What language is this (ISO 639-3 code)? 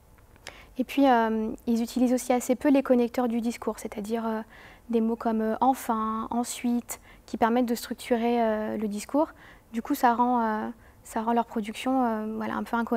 fra